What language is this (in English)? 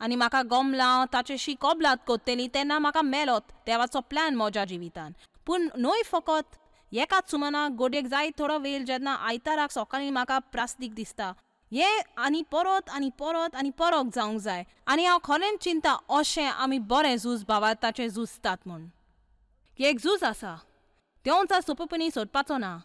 Konkani